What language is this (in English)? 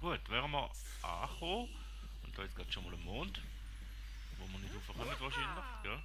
Swiss German